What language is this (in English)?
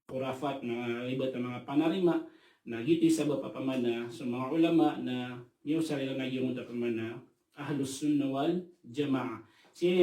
Maranao